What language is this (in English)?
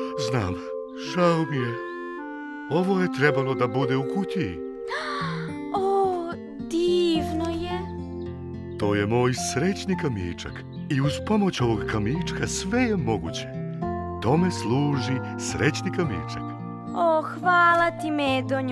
Serbian